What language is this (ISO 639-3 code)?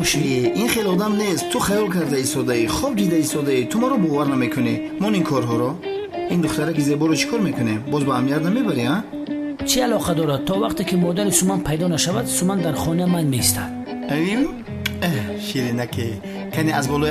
tgk